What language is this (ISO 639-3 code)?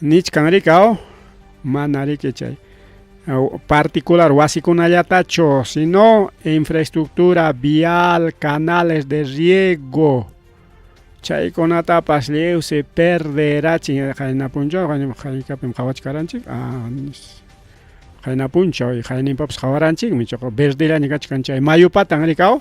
quy